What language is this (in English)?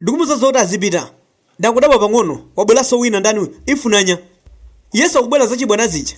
Nyanja